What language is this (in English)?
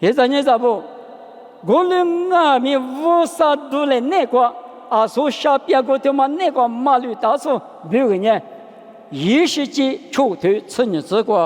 Lisu